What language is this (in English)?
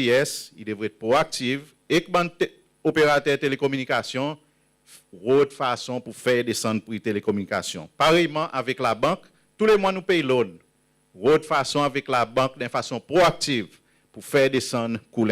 Seselwa Creole French